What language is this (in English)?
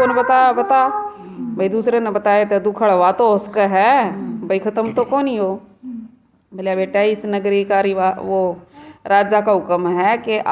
Haryanvi